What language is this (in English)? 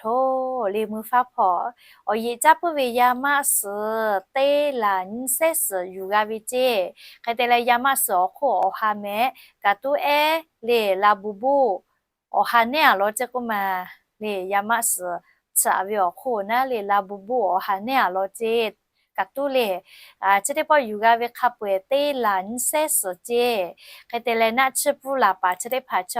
Lahu